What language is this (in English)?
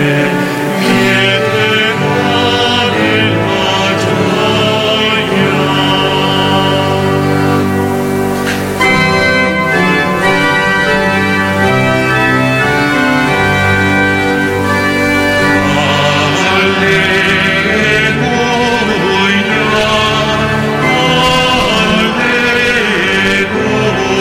Italian